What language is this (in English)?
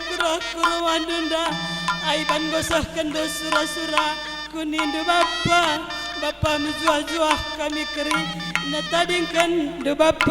Batak Karo